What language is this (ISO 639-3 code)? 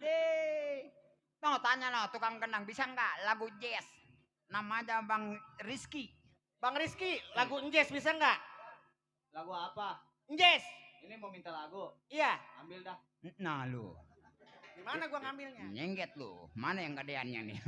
bew